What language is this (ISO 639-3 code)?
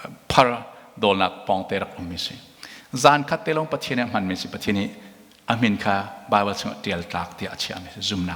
cnh